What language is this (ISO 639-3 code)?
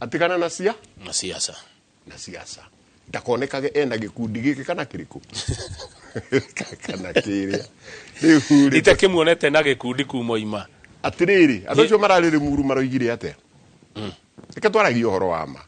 kik